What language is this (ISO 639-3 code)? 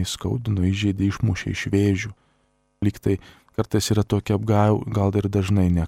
lit